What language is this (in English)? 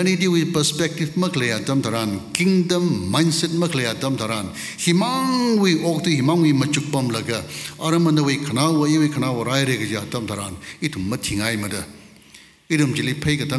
Tangkhul Naga (India)